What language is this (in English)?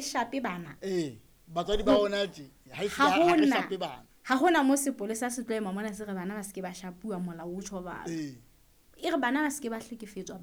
Southern Sotho